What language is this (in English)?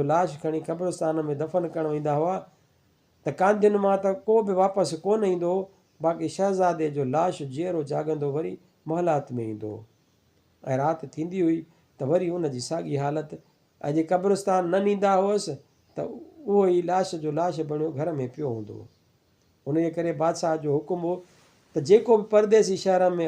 Sindhi